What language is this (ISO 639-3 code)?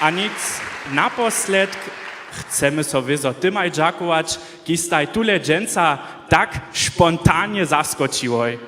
hsb